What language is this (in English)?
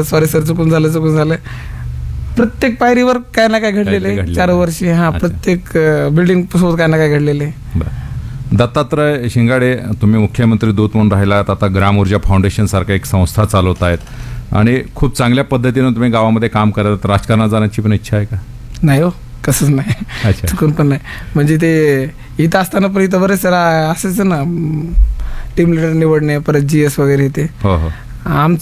Marathi